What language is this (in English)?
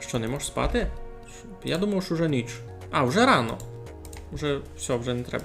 Rusyn